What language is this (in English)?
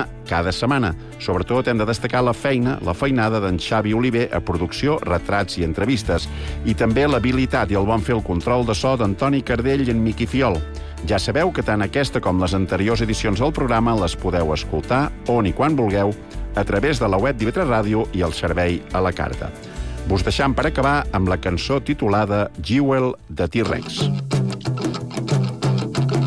Catalan